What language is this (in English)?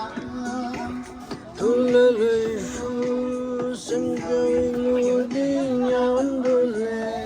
Tibetan